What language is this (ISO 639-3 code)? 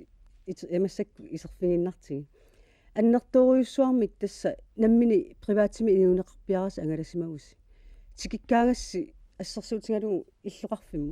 kal